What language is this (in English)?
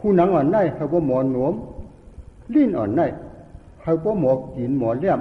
Shan